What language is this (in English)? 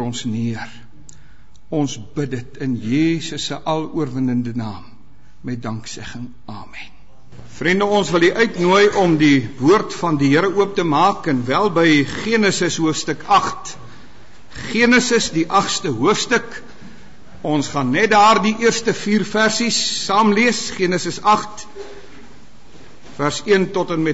Afrikaans